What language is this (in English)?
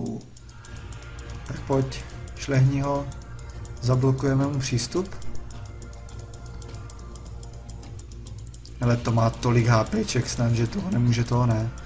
Czech